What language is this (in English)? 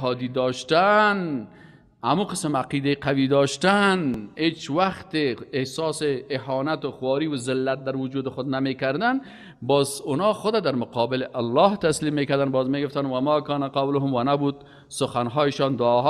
Persian